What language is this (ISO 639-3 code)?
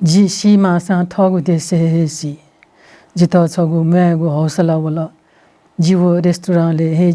new